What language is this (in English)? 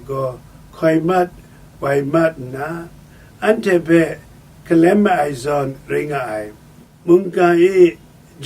Kachin